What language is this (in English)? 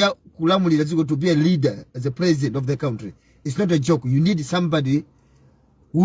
Nyanja